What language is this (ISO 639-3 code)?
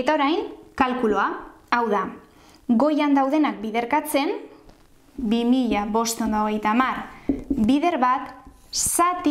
eus